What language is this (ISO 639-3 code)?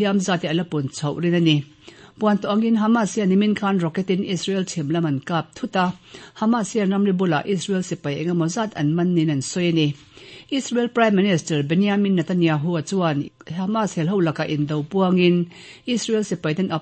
lus